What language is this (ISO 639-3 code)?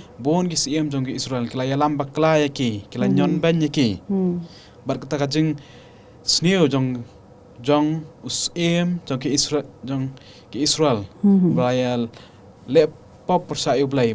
kha